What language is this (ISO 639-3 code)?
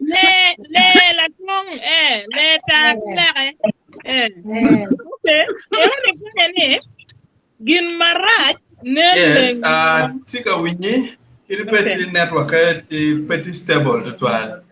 ach